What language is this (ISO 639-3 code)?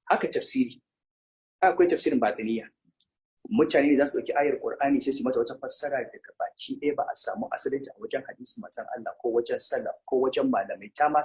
hau